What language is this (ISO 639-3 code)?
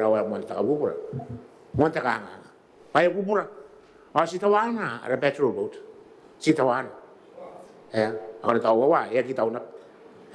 gil